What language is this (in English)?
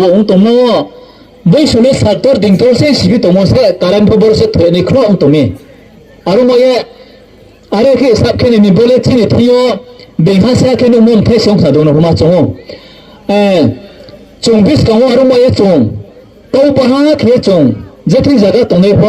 Riang (India)